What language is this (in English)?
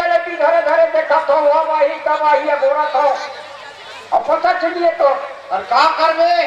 Chhattisgarhi